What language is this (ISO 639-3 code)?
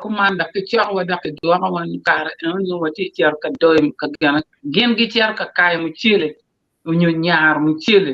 ach